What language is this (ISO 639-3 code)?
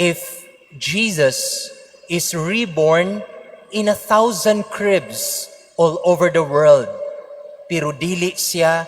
ceb